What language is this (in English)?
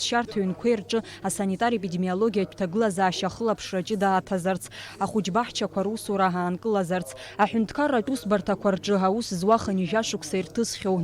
Abkhazian